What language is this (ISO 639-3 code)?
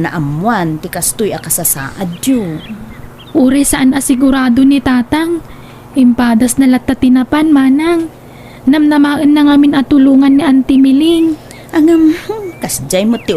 ilo